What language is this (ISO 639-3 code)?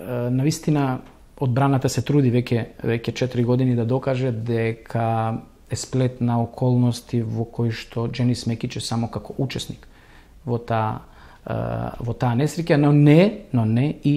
mkd